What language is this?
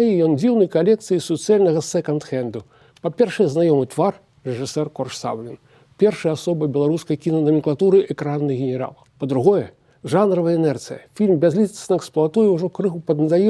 Belarusian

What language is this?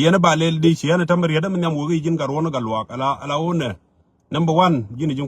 Nuer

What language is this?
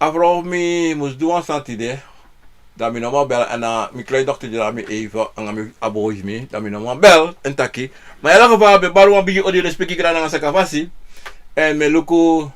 Sranan Tongo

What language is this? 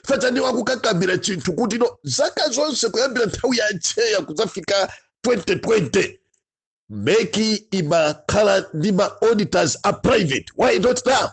Nyanja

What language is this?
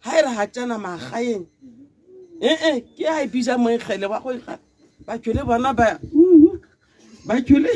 Tswana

